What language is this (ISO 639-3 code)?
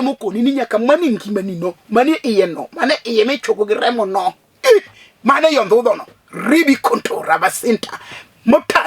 luo